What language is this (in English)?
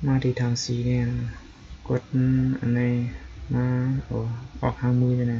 Shan